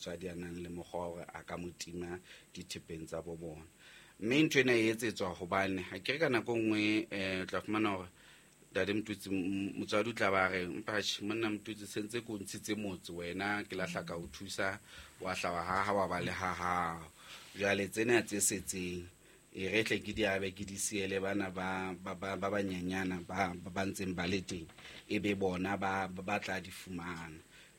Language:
Southern Sotho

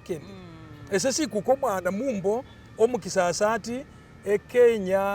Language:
Masaaba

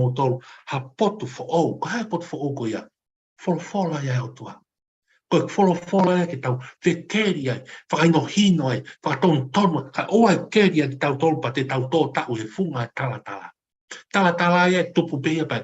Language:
Tongan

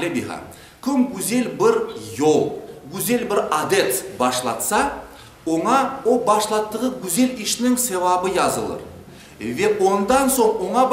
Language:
Crimean Tatar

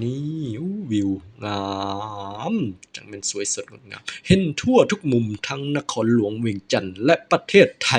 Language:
Lao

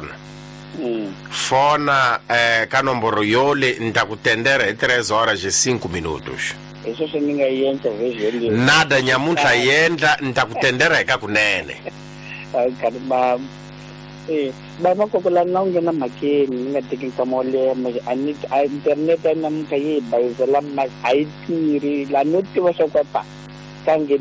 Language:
Tsonga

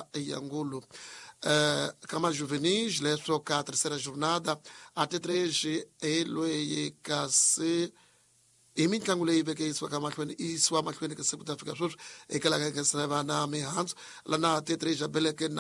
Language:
Tsonga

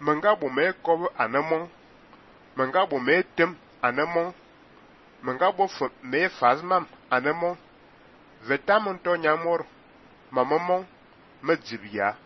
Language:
Fang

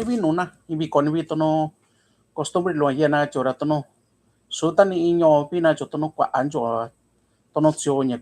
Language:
Mixtepec Mixtec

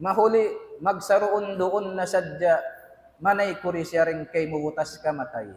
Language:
Tausug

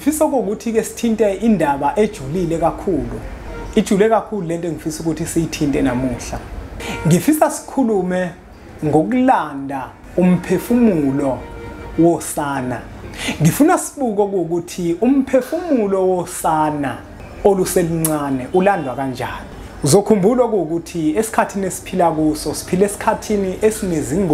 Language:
Zulu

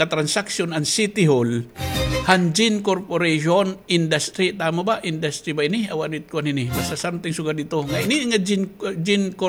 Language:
Waray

